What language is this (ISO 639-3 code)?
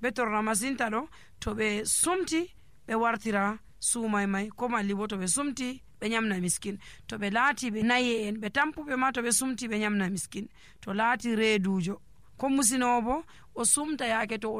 fuv